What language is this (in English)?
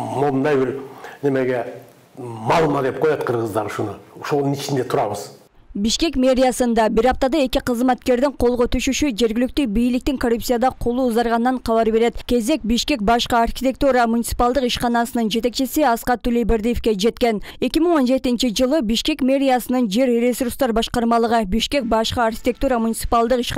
Kyrgyz